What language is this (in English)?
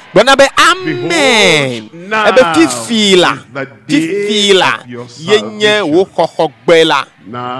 Ewe